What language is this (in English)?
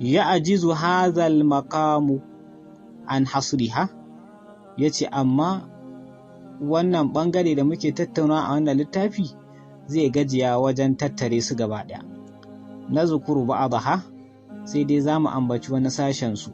Hausa